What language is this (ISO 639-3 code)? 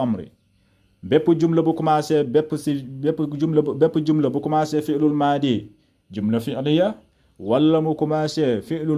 wol